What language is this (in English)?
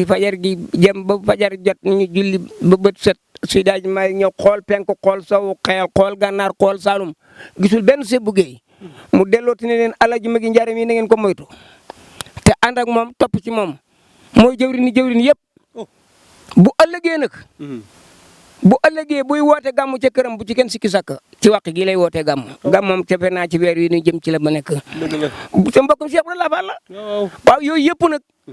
Wolof